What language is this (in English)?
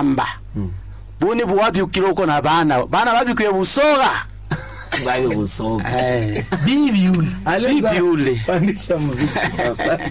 Swahili